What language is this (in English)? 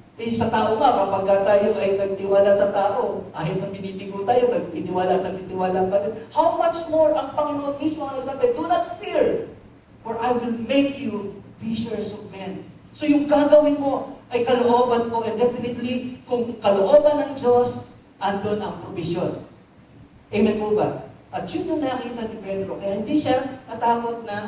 Filipino